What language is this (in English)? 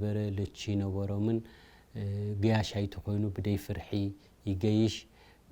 Tigrinya